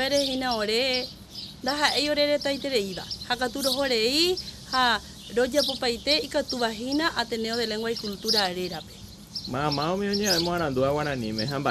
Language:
Guarani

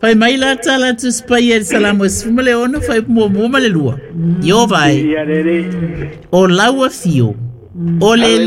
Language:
Samoan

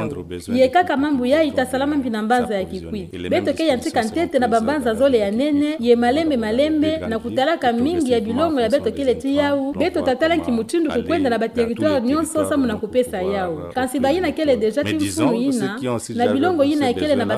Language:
Kituba (Democratic Republic of Congo)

